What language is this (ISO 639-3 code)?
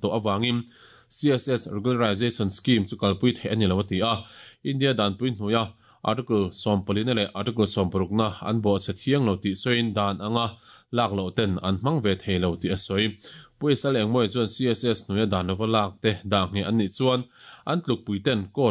lus